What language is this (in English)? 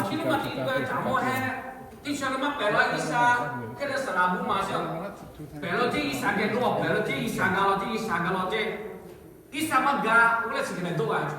Lahu